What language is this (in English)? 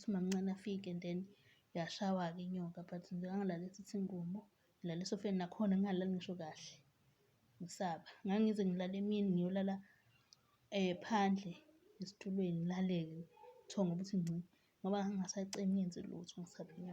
Zulu